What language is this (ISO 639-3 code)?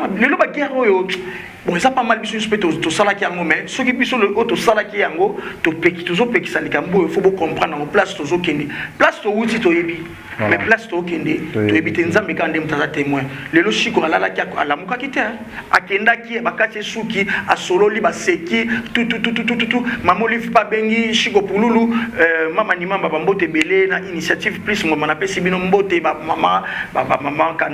lin